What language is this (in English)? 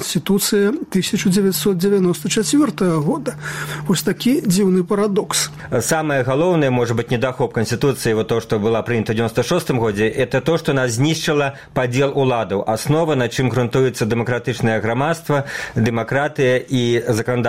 Belarusian